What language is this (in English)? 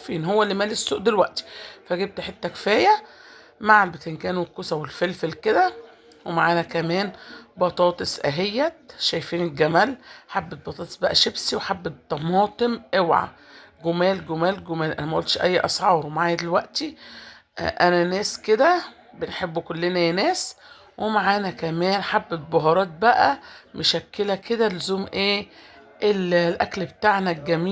Egyptian Arabic